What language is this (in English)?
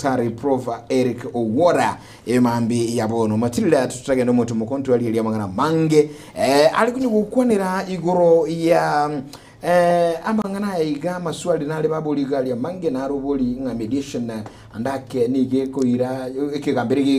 Gusii